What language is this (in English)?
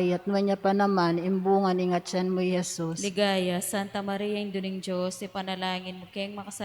Pampanga